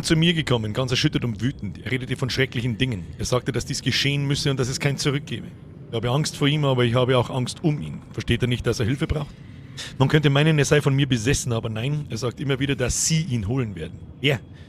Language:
Bavarian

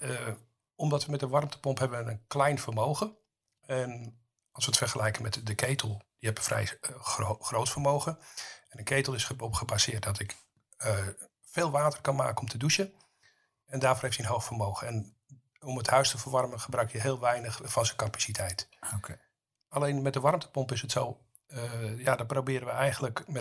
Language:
Dutch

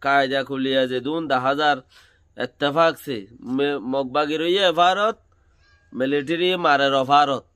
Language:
Rohingya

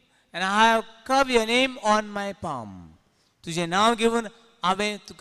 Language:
Konkani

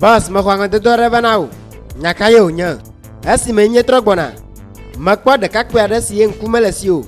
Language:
Ewe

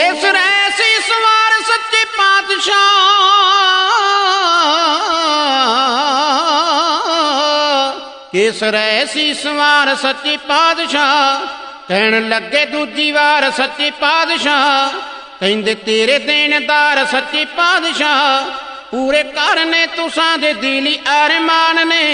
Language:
Punjabi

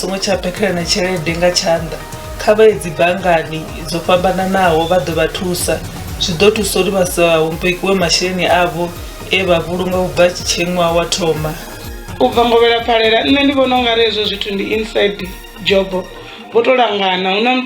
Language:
Venda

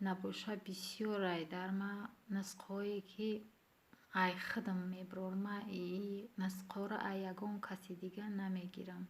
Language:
Tajik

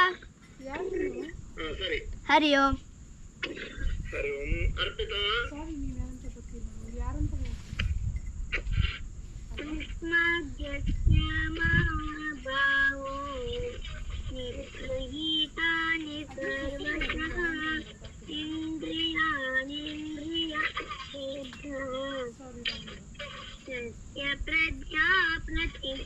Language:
Kannada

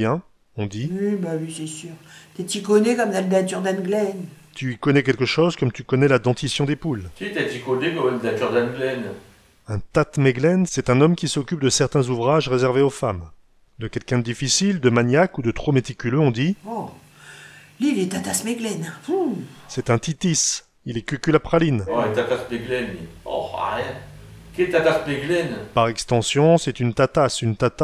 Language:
Picard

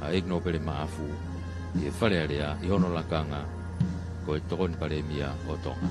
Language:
Tongan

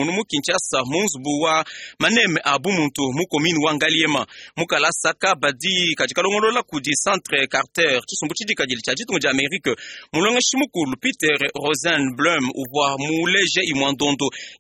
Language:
Luba-Lulua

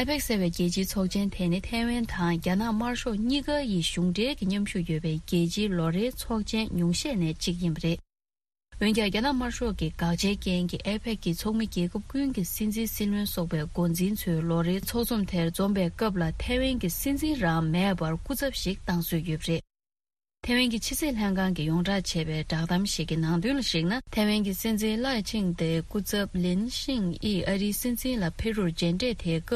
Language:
Tibetan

